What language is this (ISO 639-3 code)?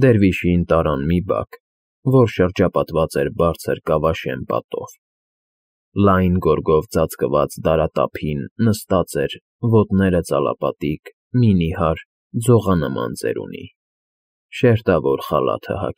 hye